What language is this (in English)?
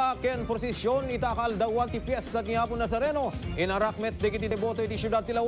Iloko